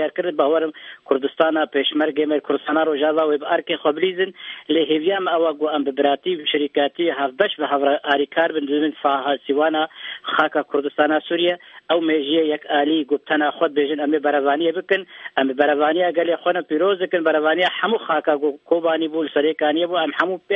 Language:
Kurdish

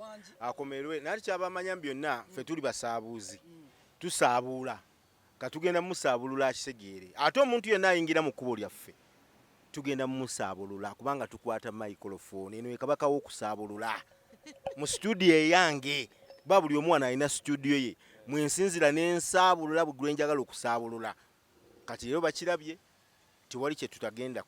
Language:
Ganda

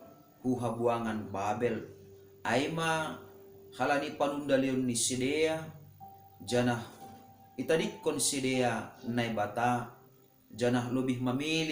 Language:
Batak Simalungun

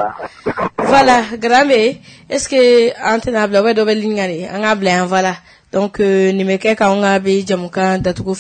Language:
Bambara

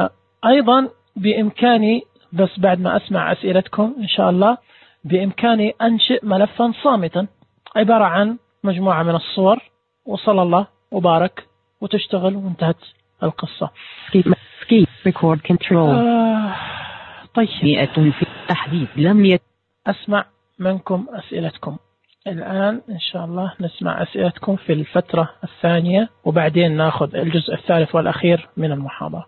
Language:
Najdi Arabic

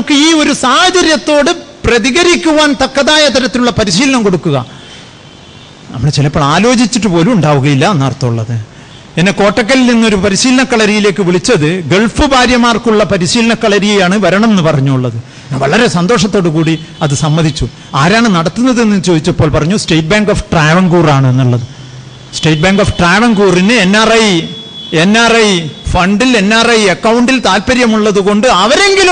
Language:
Malayalam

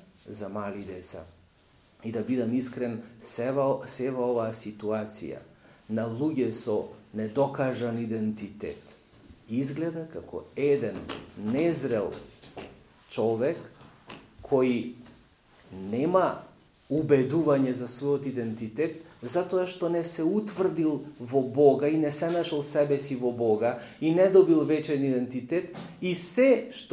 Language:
Macedonian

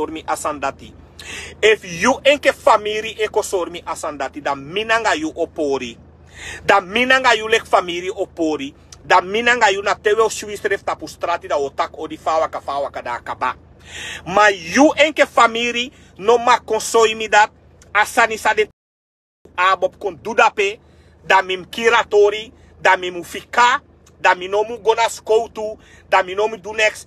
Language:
Sranan Tongo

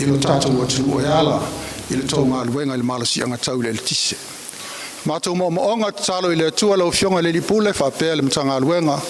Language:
Samoan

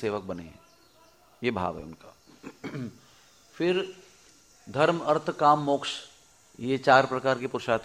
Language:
Hindi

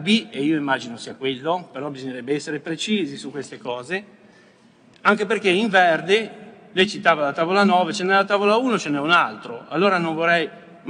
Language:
Italian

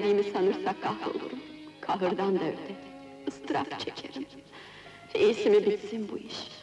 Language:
Turkish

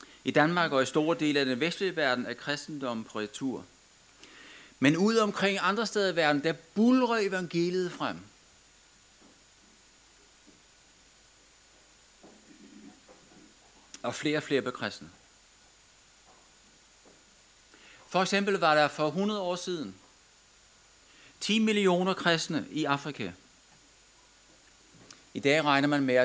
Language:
Danish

